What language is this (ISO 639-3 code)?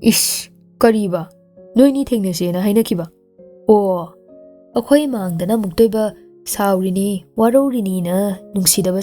mni